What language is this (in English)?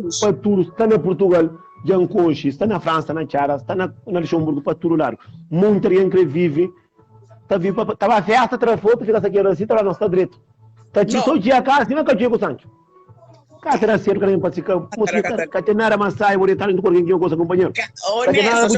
Kabuverdianu